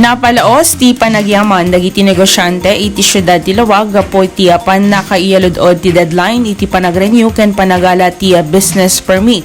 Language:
Iloko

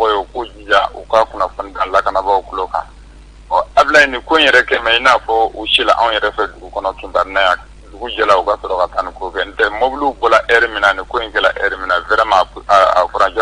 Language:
Bambara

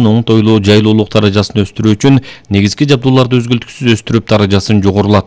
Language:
Kyrgyz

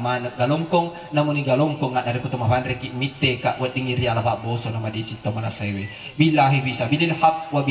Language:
Buginese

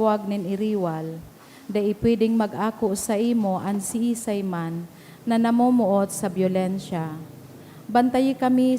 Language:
Bikol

